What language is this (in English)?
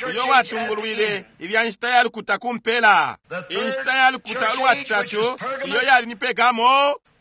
Bemba